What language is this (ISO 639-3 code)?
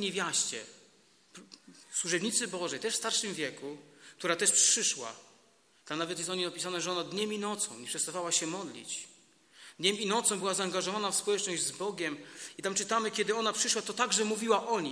pol